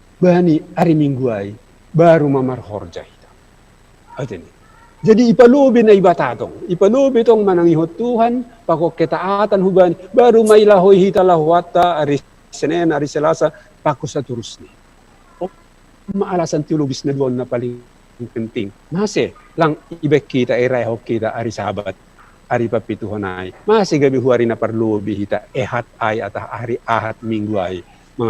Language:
Batak Simalungun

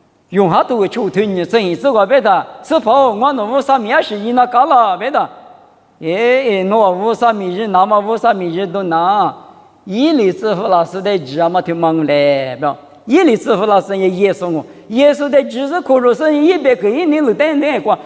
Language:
Lisu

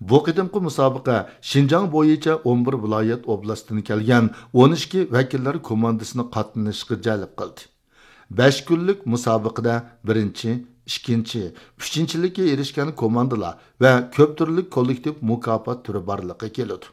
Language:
Uyghur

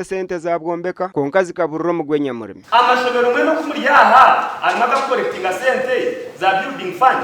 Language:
Nyankole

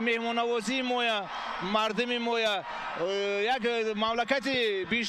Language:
Tajik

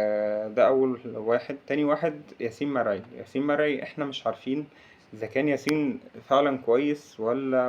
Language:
Egyptian Arabic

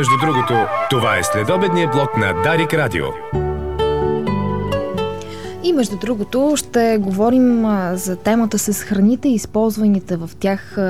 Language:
Bulgarian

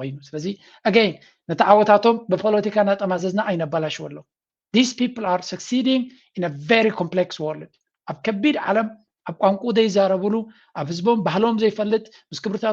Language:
Tigrinya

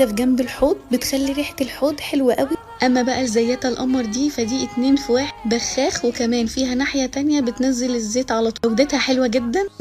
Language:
Egyptian Arabic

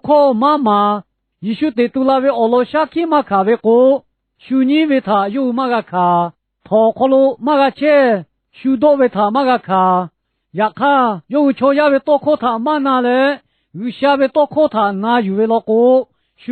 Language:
Lahu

